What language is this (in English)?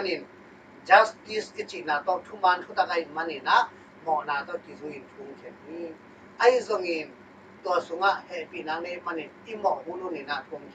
Tedim Chin